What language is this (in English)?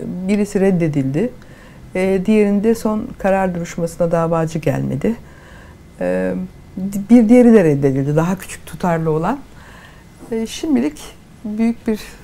Turkish